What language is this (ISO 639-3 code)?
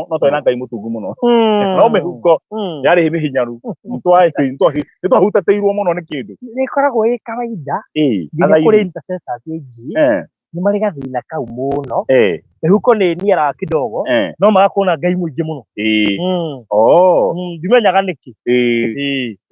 kik